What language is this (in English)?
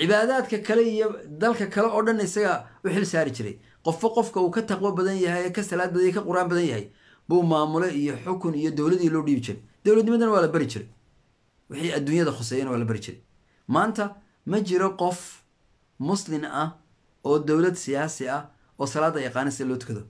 Somali